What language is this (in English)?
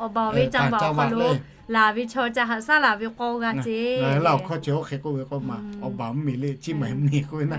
Lahu